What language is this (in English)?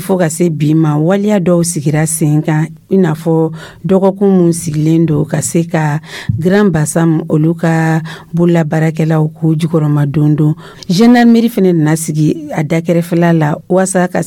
Dyula